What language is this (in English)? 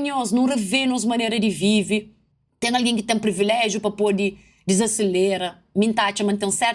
Kabuverdianu